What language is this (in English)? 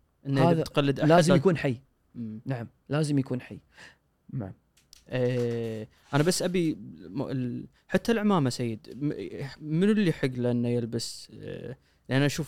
Gulf Arabic